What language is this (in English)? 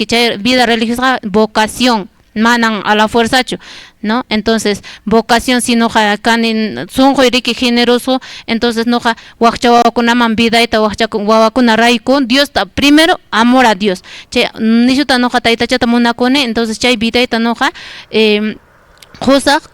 Quechua